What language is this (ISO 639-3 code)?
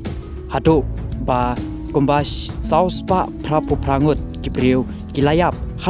kha